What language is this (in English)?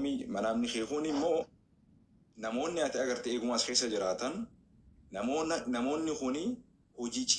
Oromo